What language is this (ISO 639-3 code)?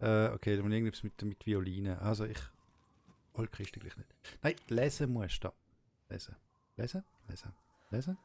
gsw